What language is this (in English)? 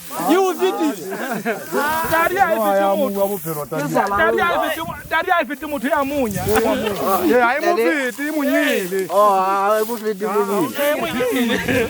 Southern Sotho